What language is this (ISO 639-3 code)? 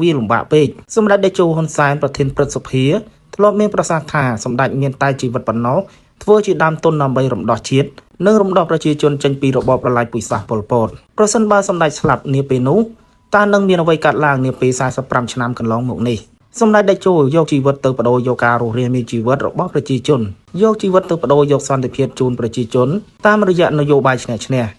khm